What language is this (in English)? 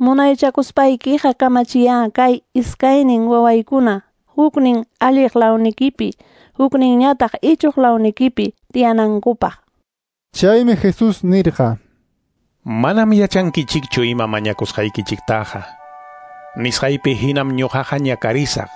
Quechua